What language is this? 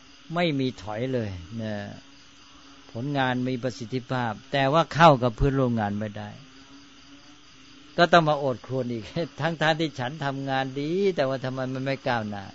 Thai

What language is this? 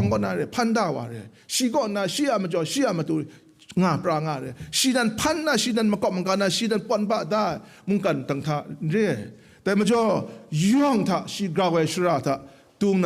Kachin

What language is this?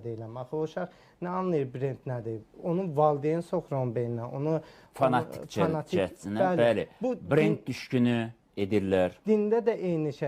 Azerbaijani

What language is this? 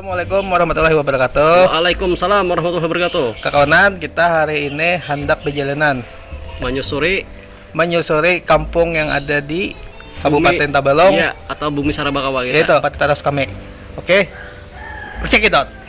Banjar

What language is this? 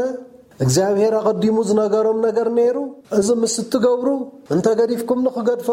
Tigrinya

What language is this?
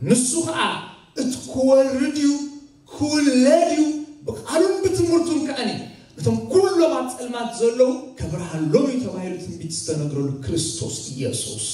Tigrinya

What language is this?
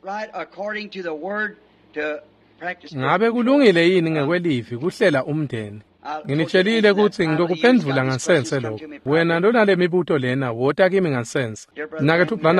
Swati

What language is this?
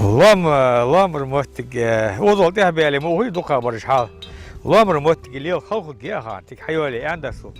Ingush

